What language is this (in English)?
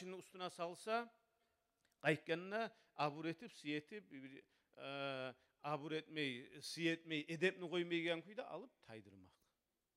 Kumyk